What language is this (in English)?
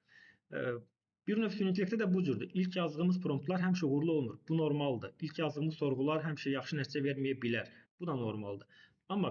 Azerbaijani